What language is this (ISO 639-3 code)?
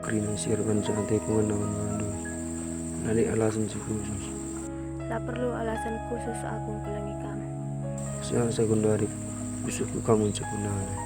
btx